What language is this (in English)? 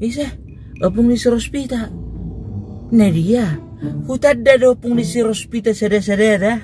Batak Toba